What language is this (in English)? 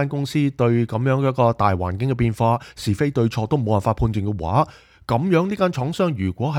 Cantonese